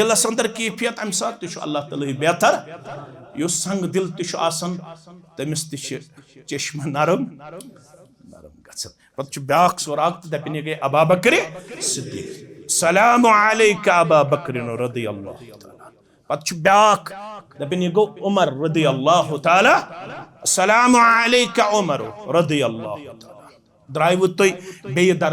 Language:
Kashmiri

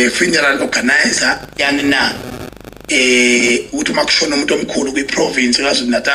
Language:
Zulu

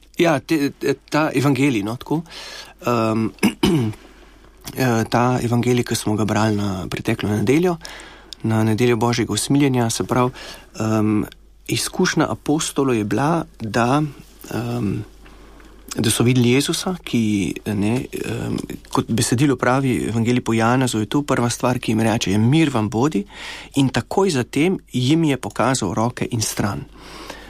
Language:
Slovenian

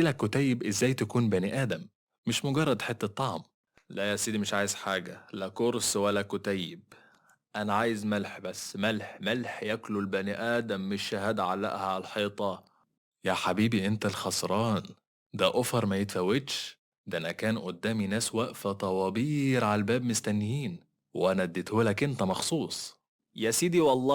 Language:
Egyptian Arabic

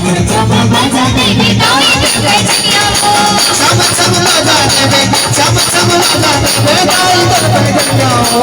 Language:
Chhattisgarhi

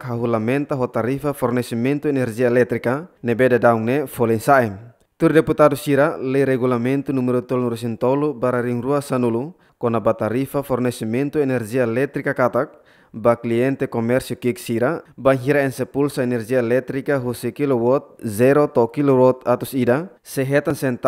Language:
Tetum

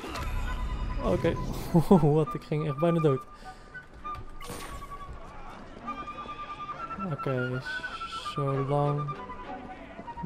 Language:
Dutch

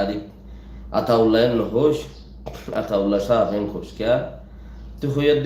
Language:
Rohingya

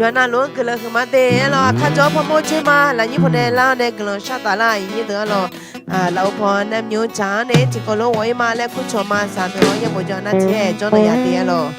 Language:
Akha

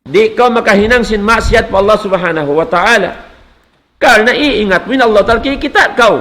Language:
Tausug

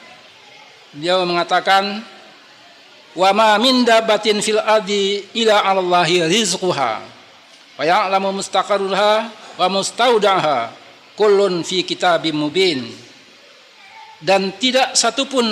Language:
Indonesian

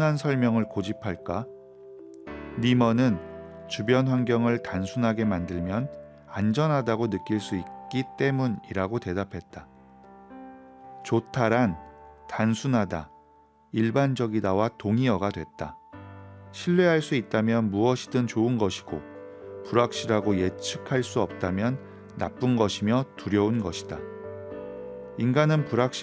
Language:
Korean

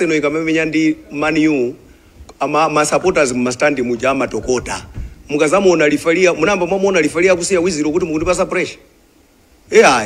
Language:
Nyanja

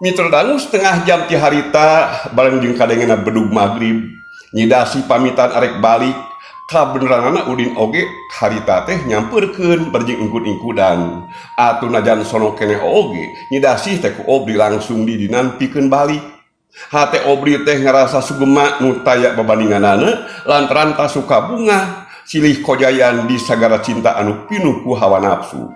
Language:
Sundanese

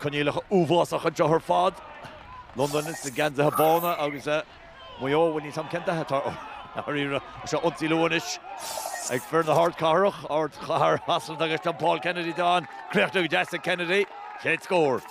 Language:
Irish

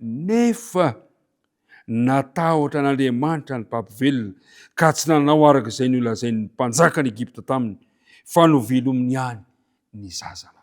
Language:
Malagasy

